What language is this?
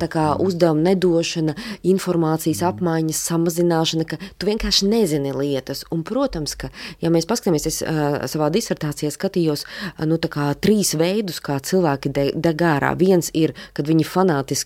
Latvian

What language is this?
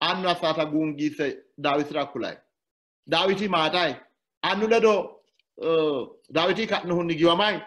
Sidamo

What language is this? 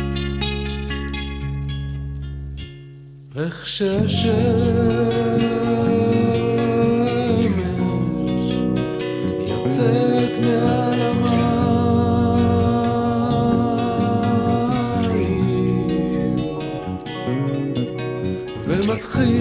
Hebrew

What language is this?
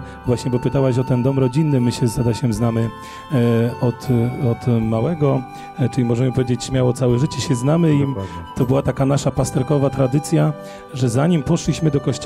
Polish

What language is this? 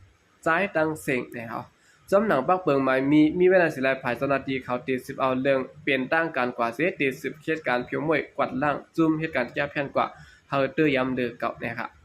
Shan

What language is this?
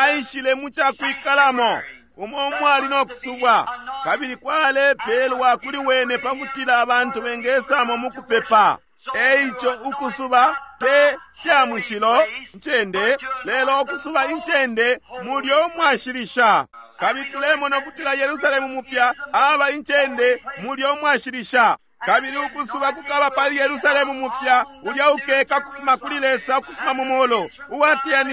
Bemba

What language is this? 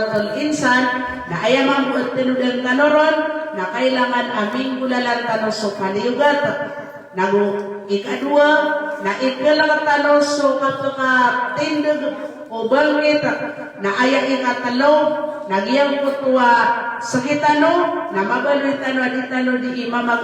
Maranao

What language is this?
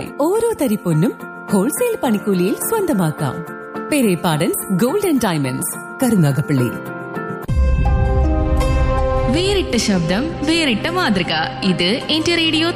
Malayalam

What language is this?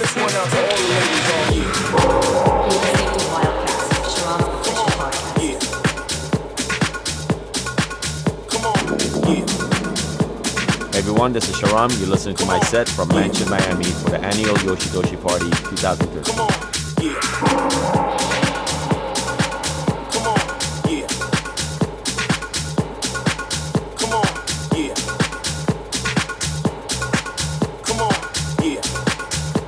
English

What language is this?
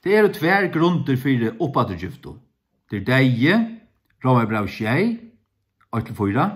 Faroese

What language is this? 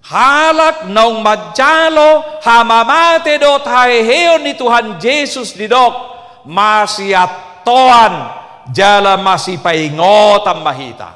Batak Toba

